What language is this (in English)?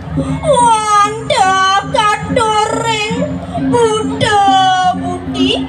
Balinese